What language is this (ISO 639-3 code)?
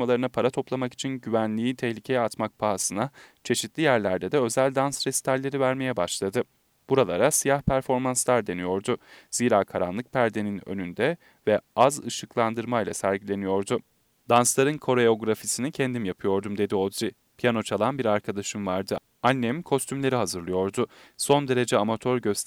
tur